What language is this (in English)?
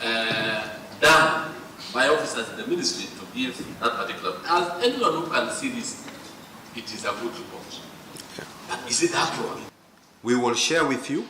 Kamba